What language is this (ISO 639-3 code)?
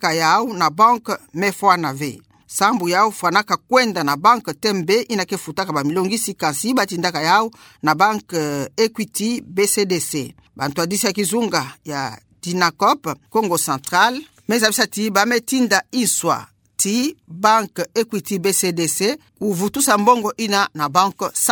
ktu